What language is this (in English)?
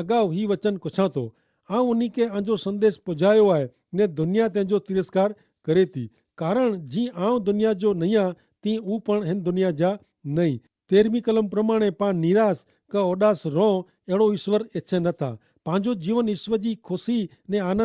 Kachhi